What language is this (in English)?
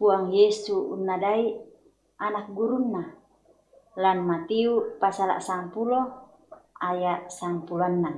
Toraja-Sa'dan